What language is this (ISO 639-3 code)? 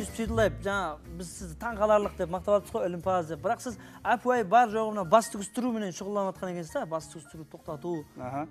kaa